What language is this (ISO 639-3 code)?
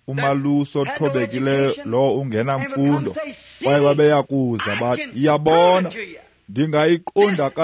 xho